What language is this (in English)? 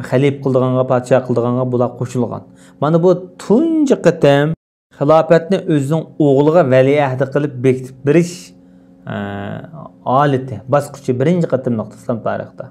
Uyghur